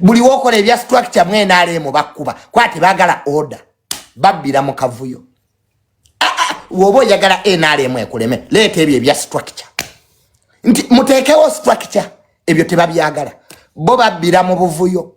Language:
Ganda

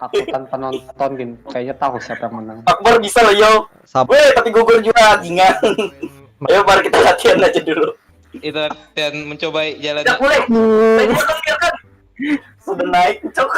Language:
Banjar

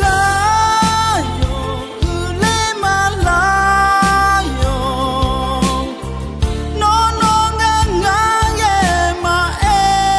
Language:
Akha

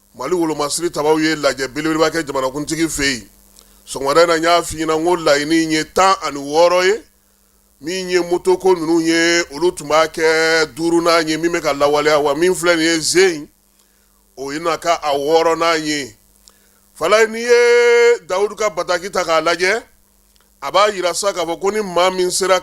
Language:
Bambara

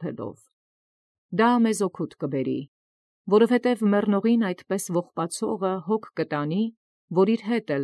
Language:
Armenian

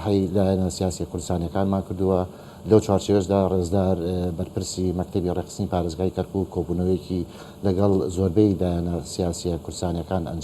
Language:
Central Kurdish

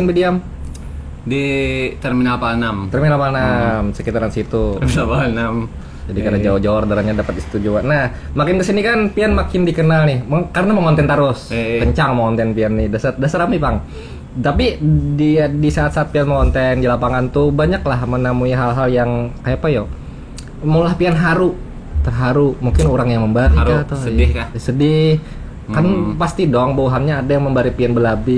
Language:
Banjar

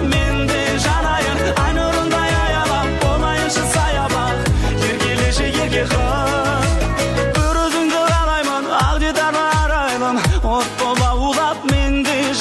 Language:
Kazakh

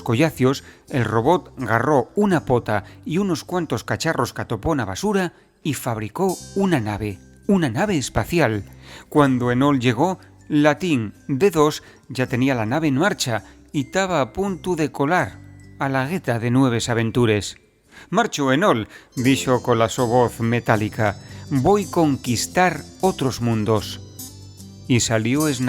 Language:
Asturian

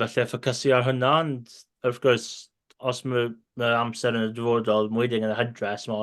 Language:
Welsh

